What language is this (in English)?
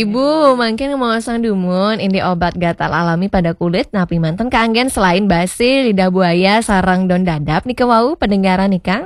Balinese